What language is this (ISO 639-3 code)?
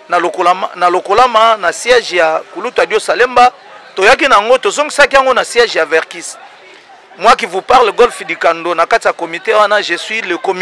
lin